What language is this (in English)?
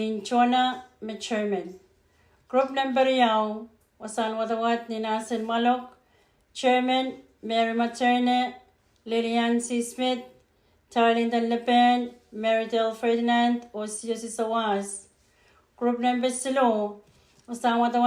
Pohnpeian